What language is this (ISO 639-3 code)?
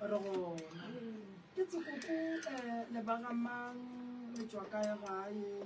nso